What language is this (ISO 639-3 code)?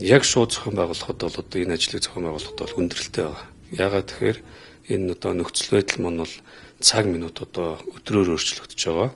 mon